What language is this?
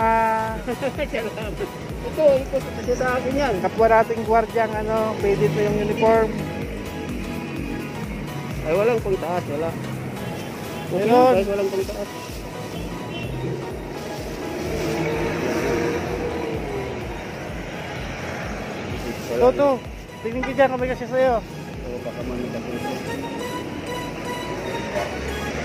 Filipino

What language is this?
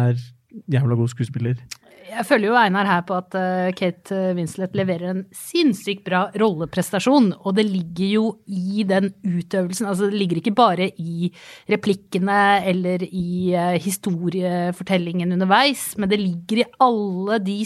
Norwegian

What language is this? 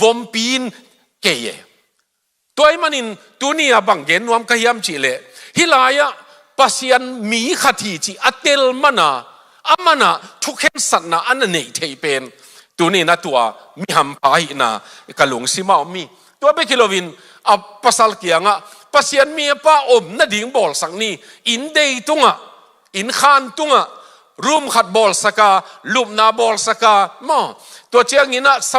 Tedim Chin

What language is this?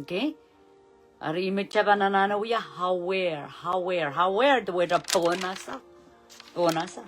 Pohnpeian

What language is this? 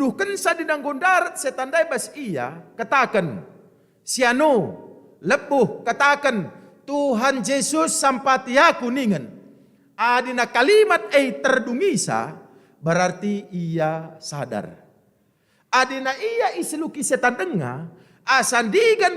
Batak Karo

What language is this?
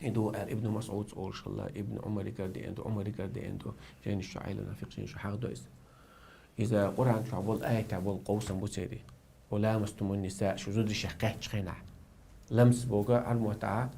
Chechen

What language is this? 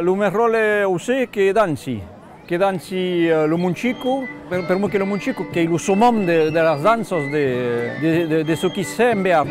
Occitan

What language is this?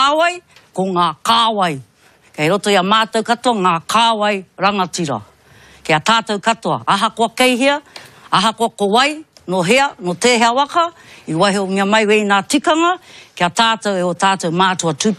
Māori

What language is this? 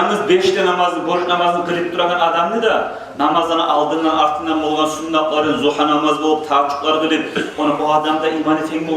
Kumyk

